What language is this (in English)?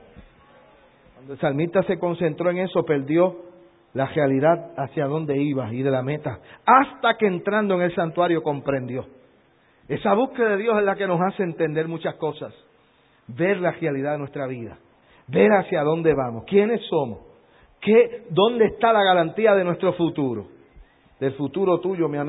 Spanish